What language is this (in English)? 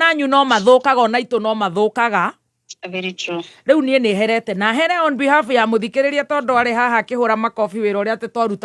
Kikuyu